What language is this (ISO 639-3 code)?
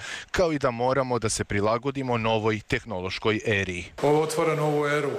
srp